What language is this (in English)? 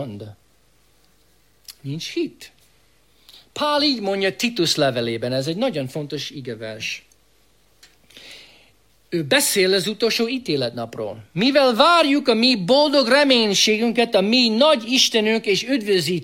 Hungarian